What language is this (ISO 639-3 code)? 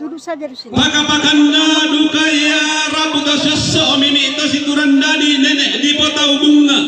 sda